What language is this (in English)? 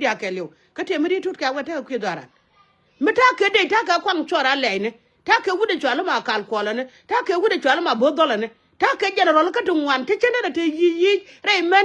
Nuer